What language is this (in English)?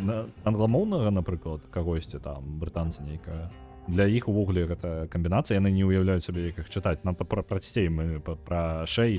Belarusian